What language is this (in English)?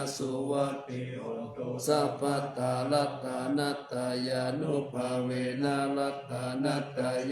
Pali